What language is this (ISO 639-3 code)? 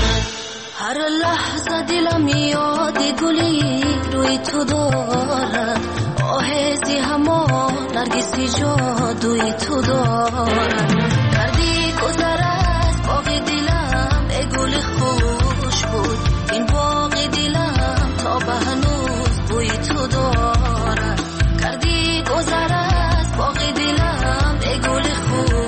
fas